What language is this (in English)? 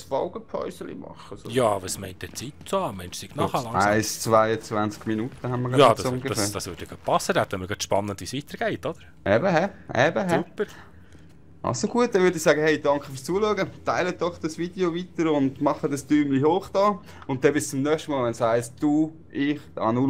Swiss German